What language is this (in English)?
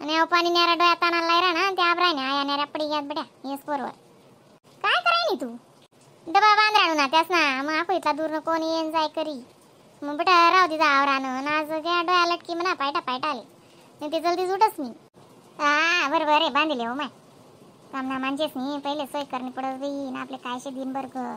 Khandesi